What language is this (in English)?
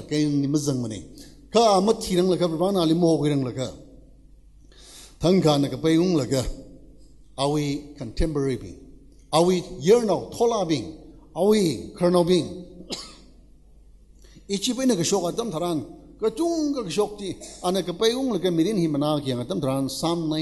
Tangkhul Naga (India)